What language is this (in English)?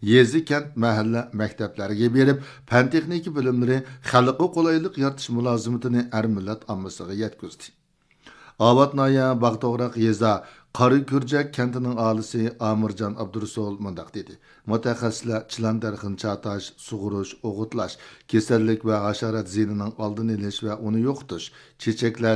Uyghur